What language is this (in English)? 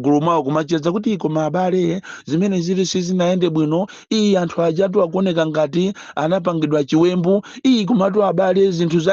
Nyanja